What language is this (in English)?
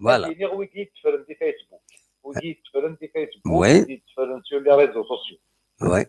Kabyle